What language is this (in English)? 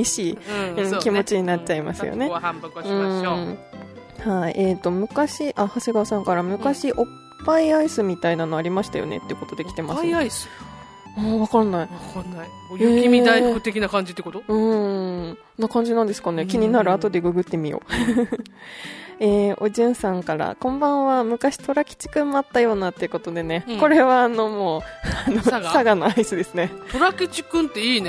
Japanese